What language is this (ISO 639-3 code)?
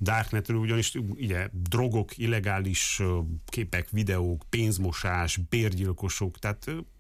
hun